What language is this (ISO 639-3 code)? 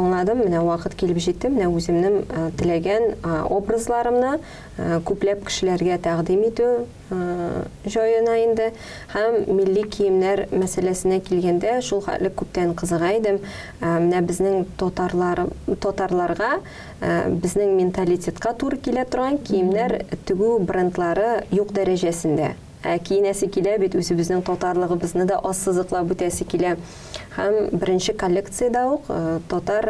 tat